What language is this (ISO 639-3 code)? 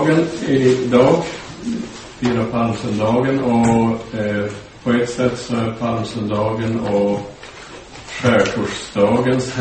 swe